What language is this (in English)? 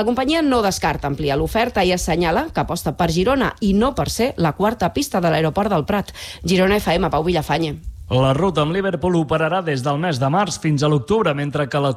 Catalan